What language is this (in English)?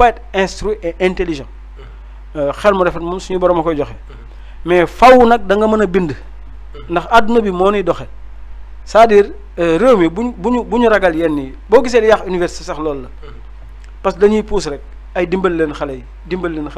Wolof